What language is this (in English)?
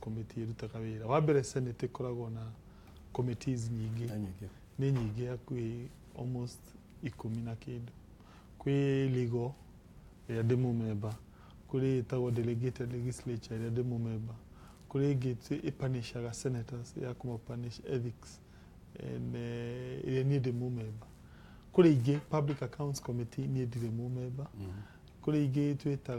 Kikuyu